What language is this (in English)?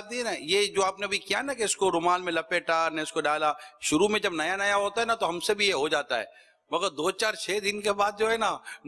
Urdu